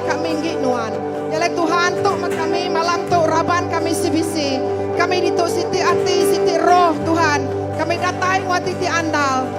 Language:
Iban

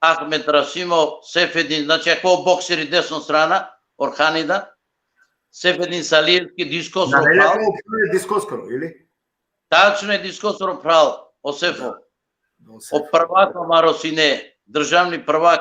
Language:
Balkan Romani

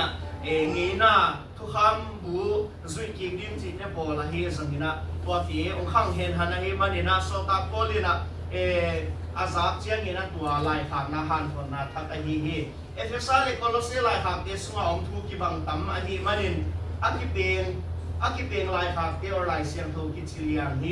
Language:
Tedim Chin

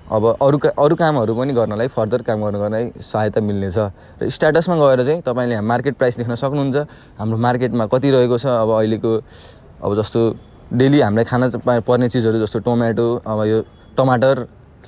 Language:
Nepali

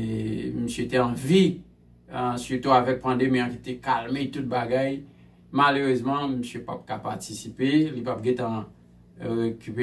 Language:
Haitian Creole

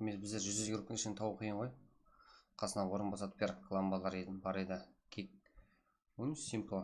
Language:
Kara-Kalpak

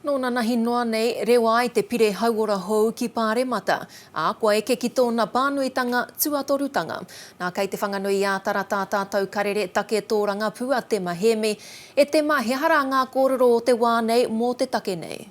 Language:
Māori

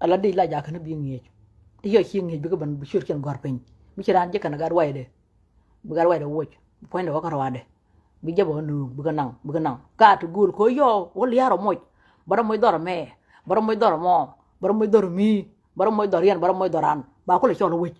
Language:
Nuer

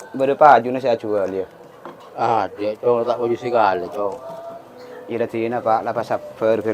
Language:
Madurese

